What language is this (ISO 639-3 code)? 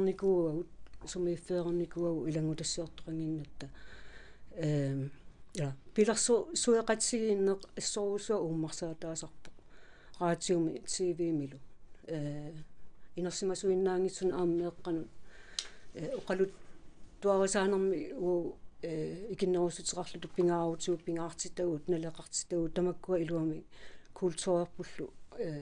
kal